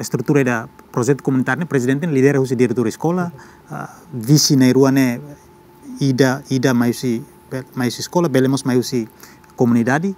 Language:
Tetum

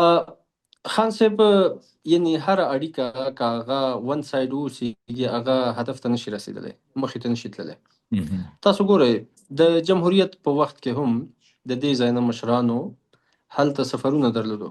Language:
Pashto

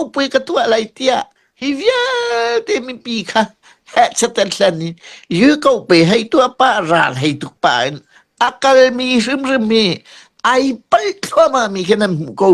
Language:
Falam Chin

